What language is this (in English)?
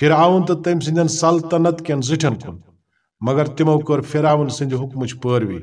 Kashmiri